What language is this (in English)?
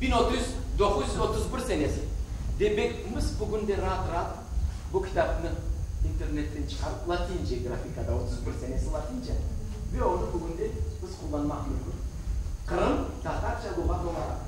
Crimean Tatar